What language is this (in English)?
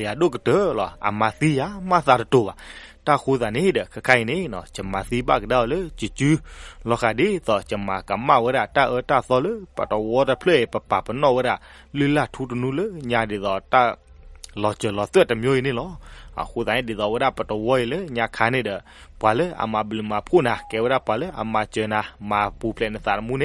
S'gaw Karen